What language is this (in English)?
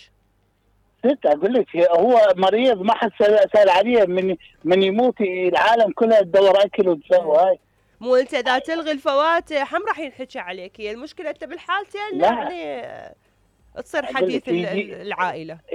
Mesopotamian Arabic